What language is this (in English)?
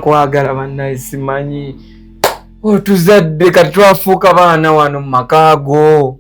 Ganda